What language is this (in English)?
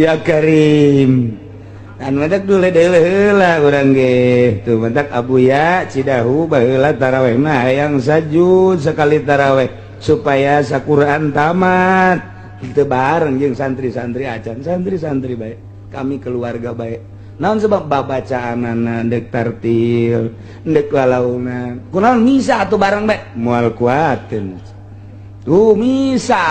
Sundanese